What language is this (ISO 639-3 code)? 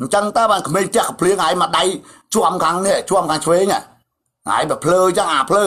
khm